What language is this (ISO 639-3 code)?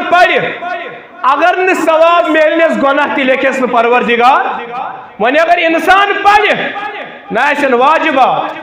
kas